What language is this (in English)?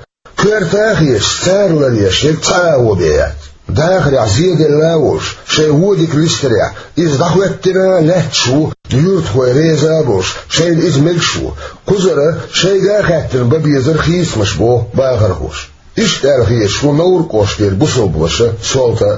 Chechen